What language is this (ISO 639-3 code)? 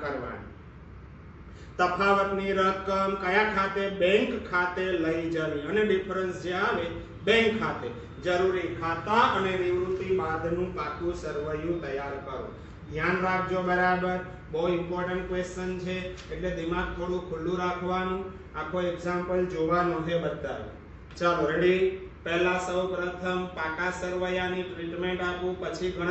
guj